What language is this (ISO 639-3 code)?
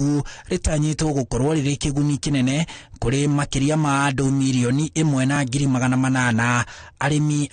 kik